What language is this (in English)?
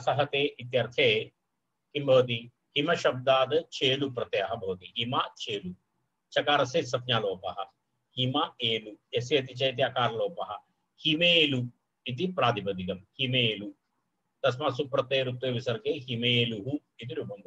Sanskrit